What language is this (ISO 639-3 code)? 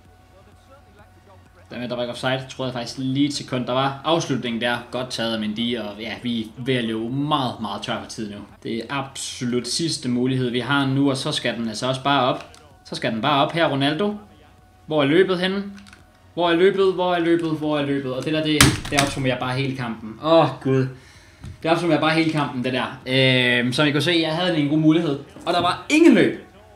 dan